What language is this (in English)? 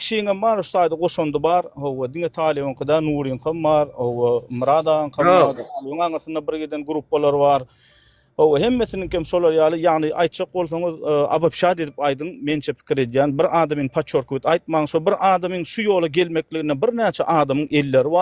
Turkmen